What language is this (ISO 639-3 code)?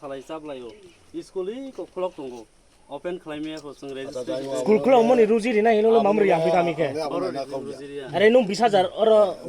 ria